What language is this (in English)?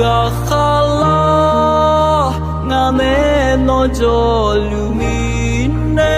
Akha